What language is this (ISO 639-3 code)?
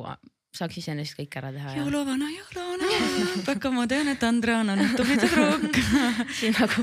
est